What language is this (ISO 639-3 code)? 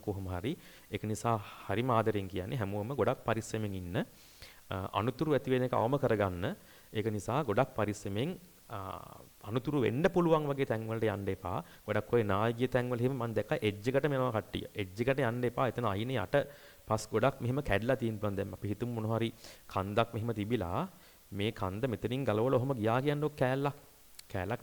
sin